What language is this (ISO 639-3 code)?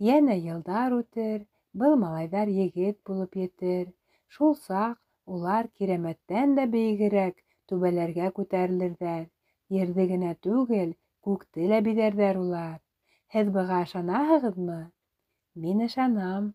bak